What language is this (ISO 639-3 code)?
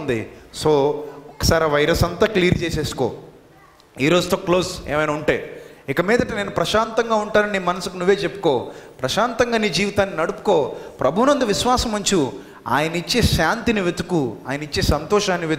tel